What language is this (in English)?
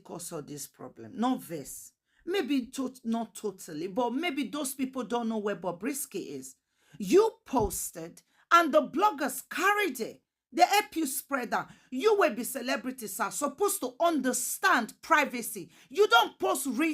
Nigerian Pidgin